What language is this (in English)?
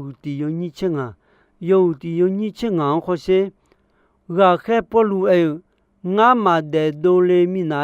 Akha